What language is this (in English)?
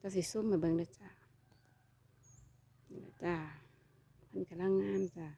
Lao